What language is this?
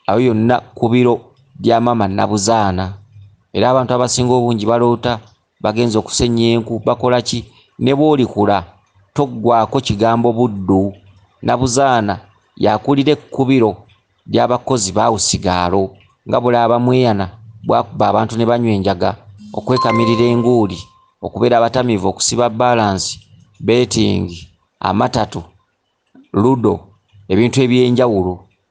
Ganda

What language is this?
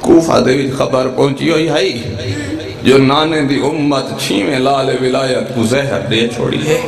Saraiki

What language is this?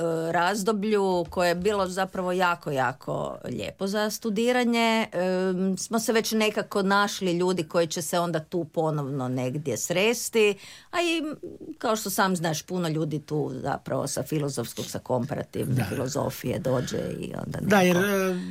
Croatian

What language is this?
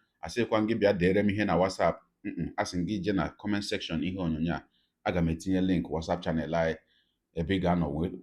Igbo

